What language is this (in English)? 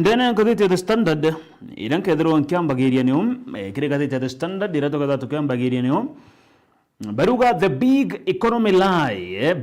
Meru